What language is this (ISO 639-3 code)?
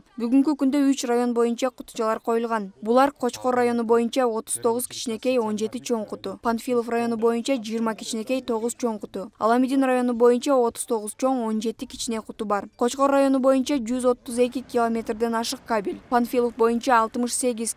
kir